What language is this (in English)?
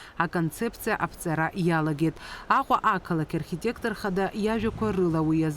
Abkhazian